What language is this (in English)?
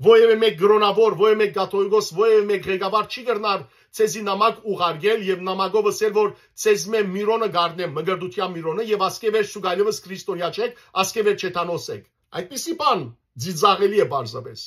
Western Armenian